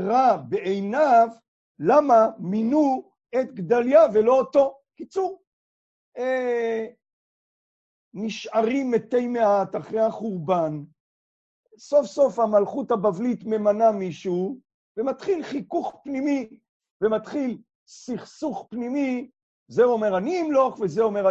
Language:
Hebrew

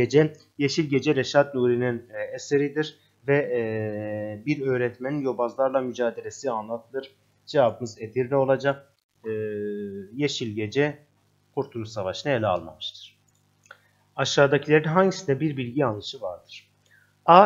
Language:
Turkish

